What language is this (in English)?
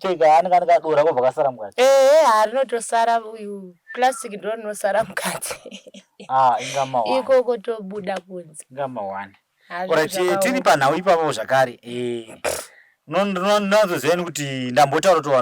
Shona